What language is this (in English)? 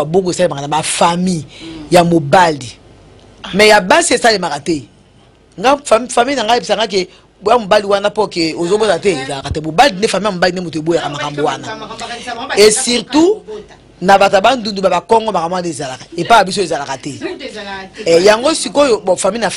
Lingala